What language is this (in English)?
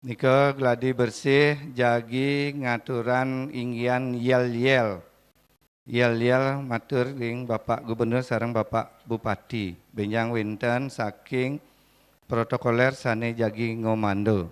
Balinese